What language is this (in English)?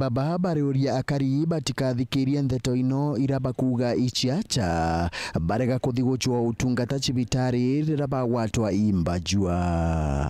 Meru